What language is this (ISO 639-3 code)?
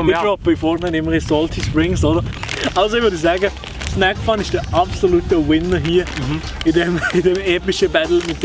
gsw